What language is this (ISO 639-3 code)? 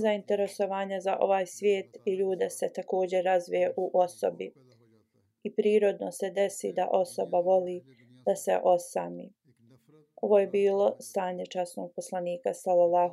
bos